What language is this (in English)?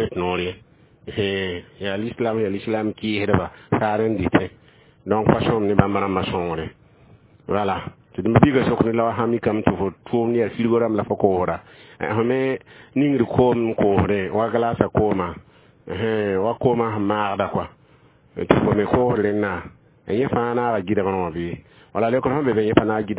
Mossi